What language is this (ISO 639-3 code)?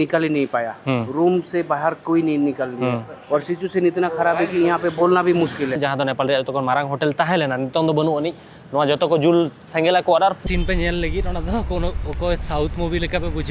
sat